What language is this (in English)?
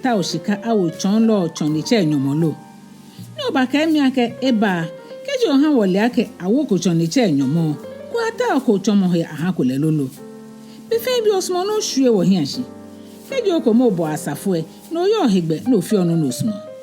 Ga